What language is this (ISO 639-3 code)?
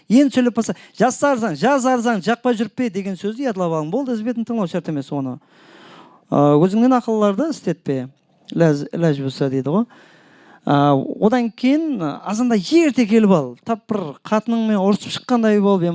kaa